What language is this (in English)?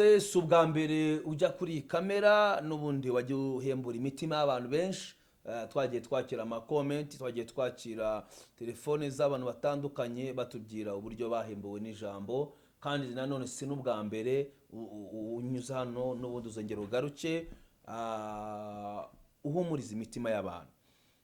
Kinyarwanda